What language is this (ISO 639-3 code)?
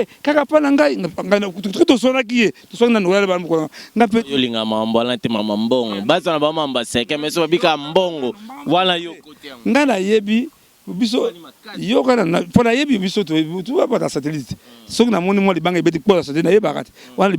lin